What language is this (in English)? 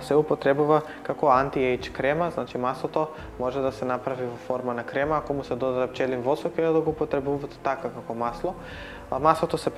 Macedonian